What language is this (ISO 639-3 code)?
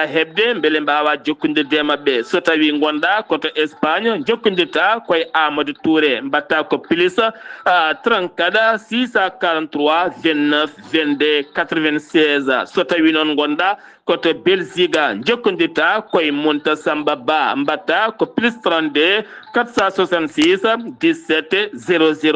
ful